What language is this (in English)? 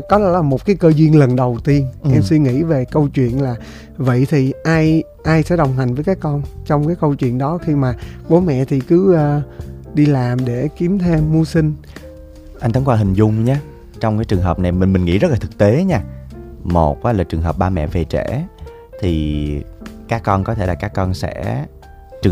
Vietnamese